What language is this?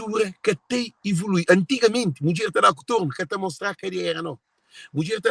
Kabuverdianu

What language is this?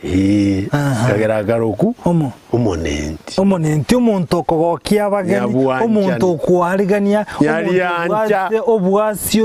Gusii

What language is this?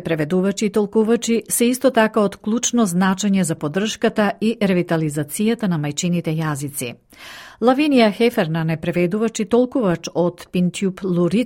Macedonian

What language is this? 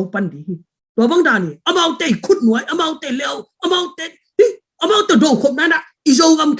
Tedim Chin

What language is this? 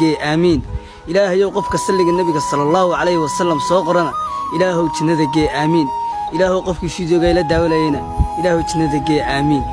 Somali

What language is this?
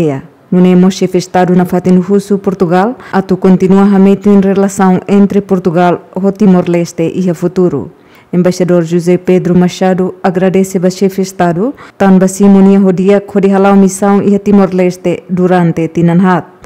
Tetum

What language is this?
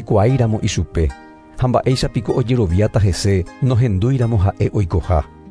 Guarani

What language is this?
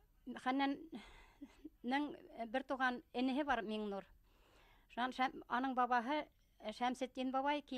Bashkir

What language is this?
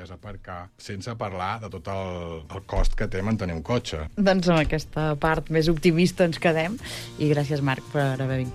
Catalan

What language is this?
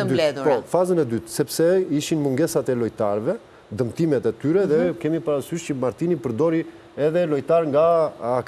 Albanian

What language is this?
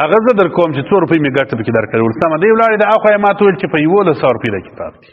Pashto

